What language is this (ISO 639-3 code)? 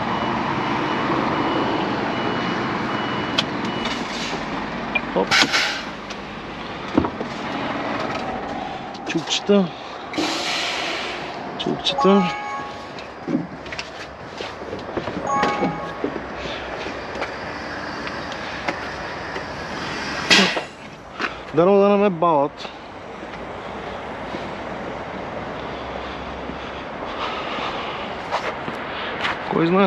bul